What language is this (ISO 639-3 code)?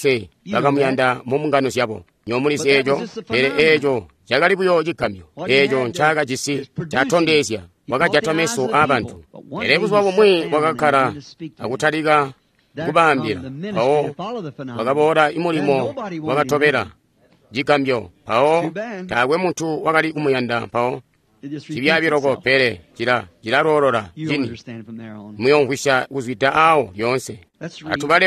toi